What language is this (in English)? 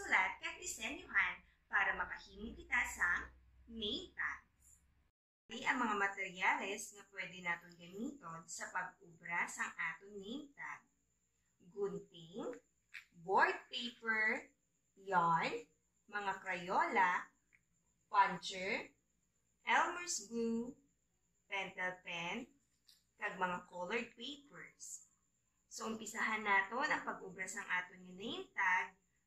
Hiligaynon